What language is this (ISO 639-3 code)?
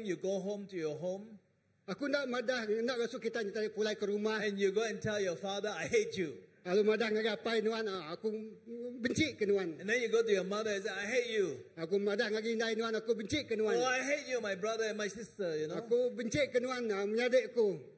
iba